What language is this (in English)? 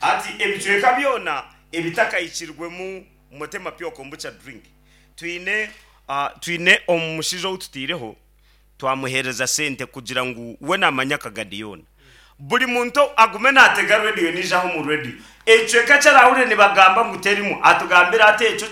Nyankole